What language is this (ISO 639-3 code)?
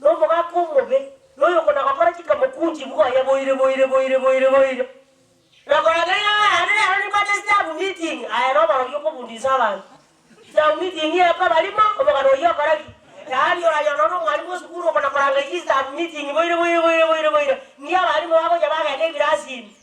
guz